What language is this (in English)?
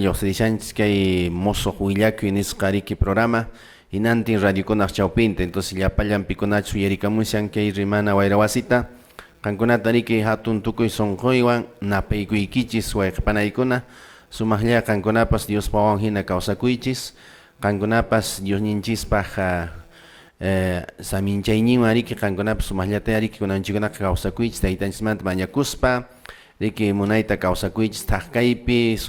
Quechua